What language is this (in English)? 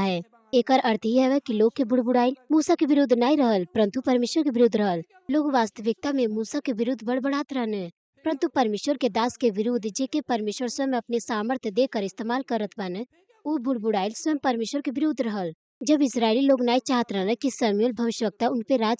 Bhojpuri